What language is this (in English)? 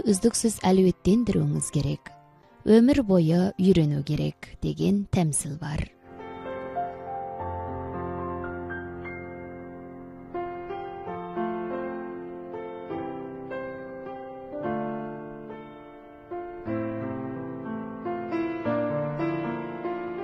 Kazakh